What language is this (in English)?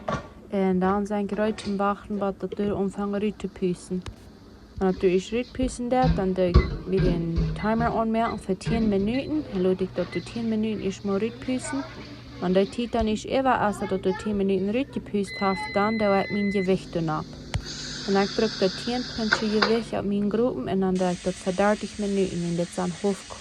Plautdietsch